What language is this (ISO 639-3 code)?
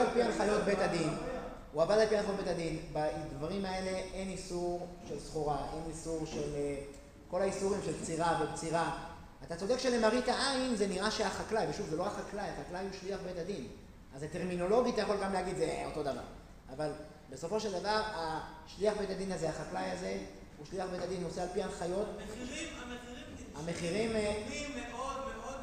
heb